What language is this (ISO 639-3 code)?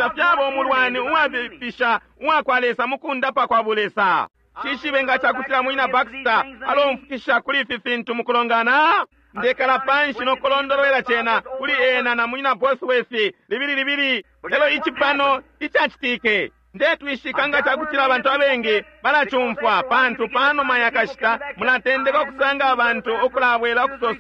bem